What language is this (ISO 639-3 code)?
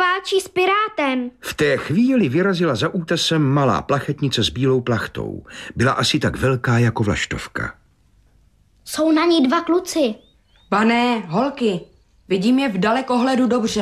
ces